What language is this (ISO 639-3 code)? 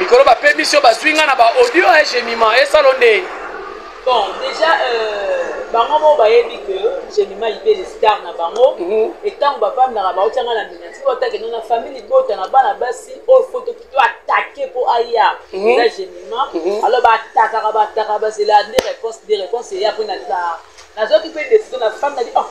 lin